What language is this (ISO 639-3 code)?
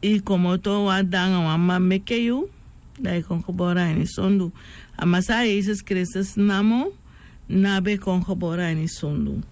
srn